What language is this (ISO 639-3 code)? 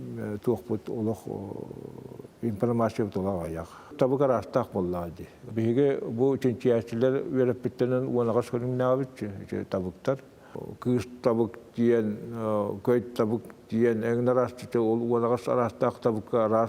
sah